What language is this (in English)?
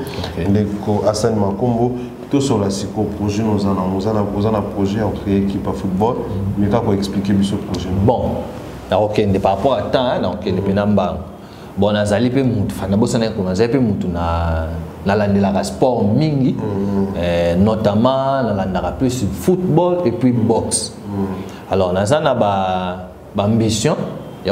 Lingala